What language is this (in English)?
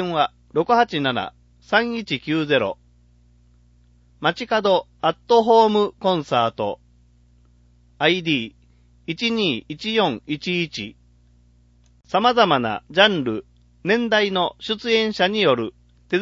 Japanese